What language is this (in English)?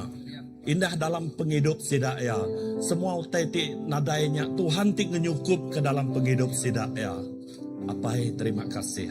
Iban